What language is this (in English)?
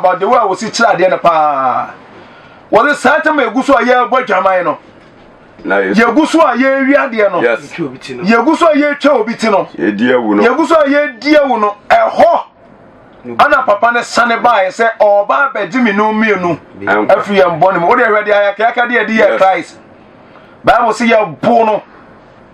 Akan